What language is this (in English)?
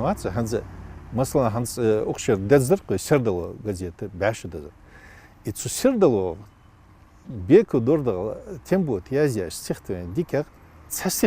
Ingush